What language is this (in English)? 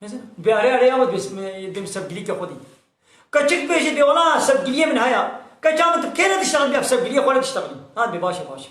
Kurdish